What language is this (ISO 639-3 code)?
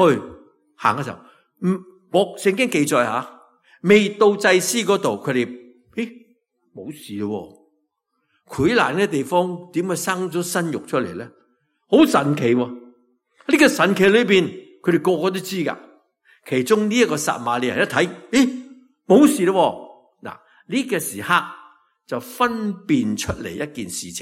yue